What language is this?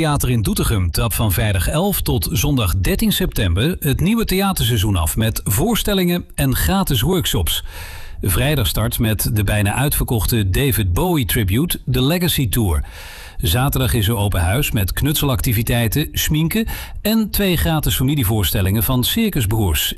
Dutch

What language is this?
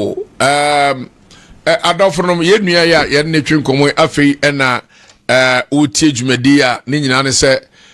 Akan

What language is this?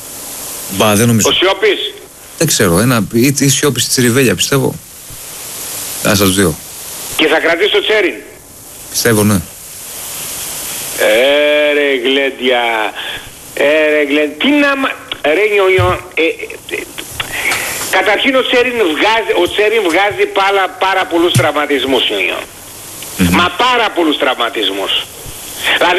Greek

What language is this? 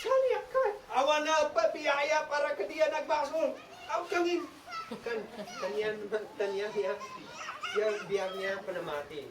Isnag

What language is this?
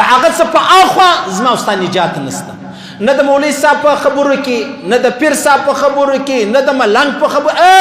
Pashto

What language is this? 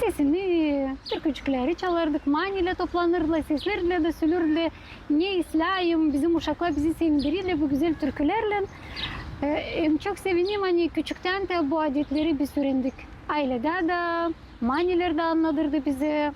Gagauz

